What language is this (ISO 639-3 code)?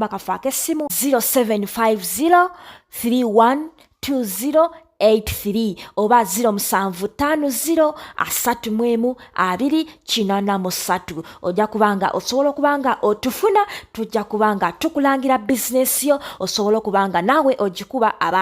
lug